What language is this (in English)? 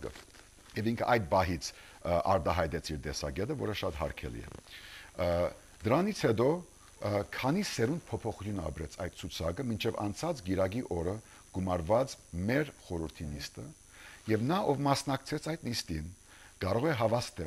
Armenian